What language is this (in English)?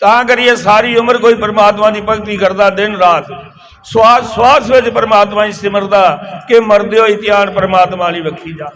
Dogri